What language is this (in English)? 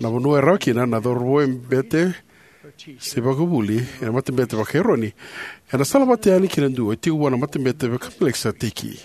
Fijian